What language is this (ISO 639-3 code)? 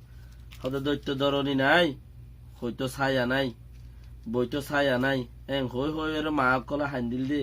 rhg